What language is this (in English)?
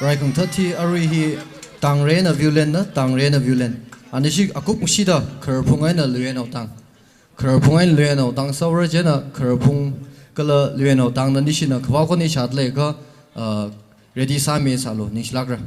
Tangkhul Naga (India)